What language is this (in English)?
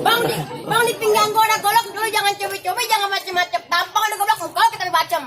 Betawi